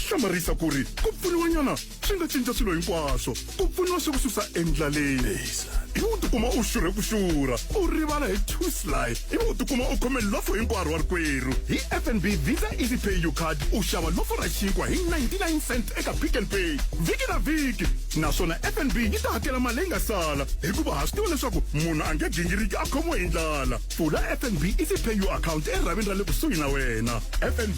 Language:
Tsonga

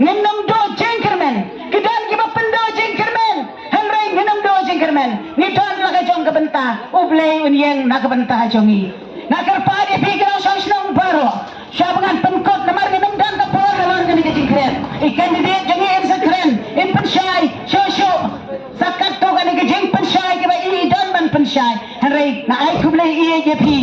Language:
Khasi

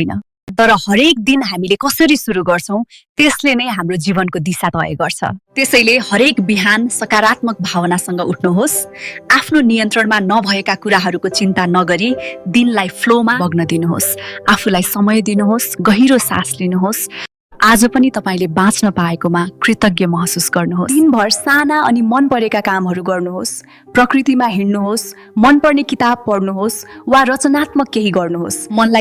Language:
Nepali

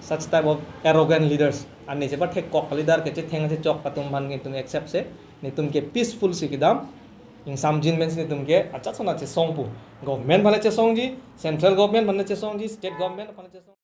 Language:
Karbi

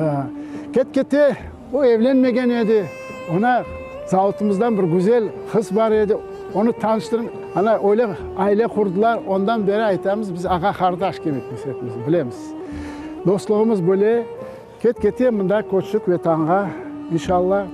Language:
Crimean Tatar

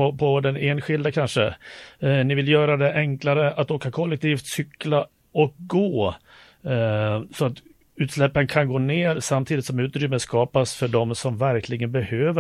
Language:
Swedish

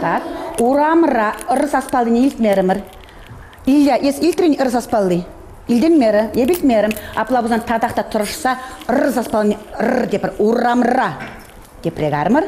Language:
Chuvash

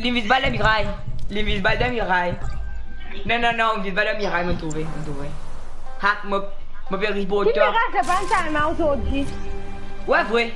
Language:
Morisyen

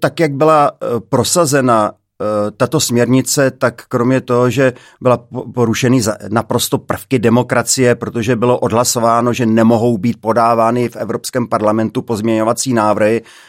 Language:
Czech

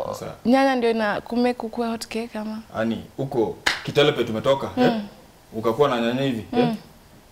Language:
Swahili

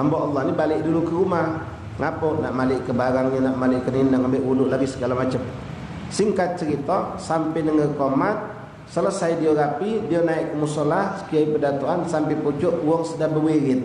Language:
Musi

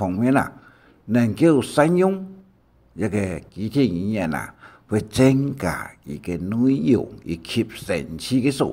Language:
Hakka Chinese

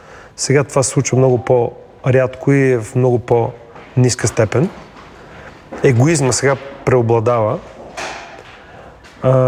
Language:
Bulgarian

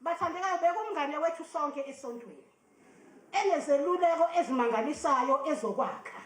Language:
Zulu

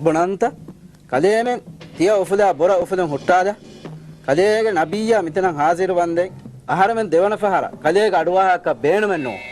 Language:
Divehi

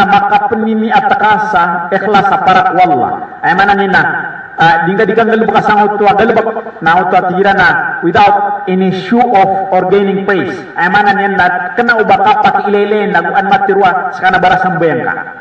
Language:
Maranao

